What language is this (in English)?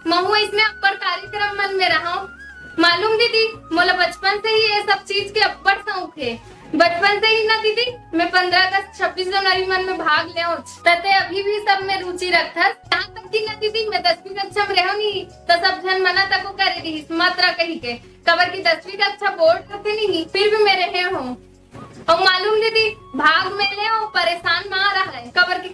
Chhattisgarhi